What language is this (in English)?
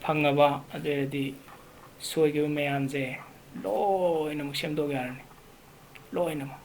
Manipuri